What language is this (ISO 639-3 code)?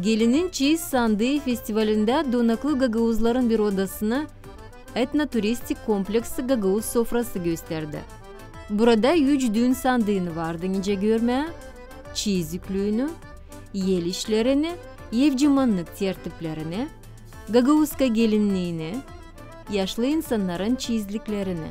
gag